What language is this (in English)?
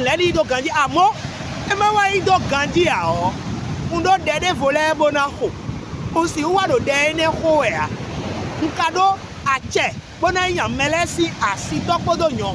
Fon